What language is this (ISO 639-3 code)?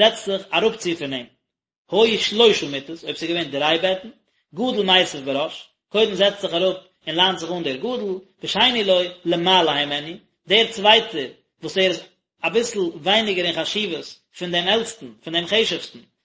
yid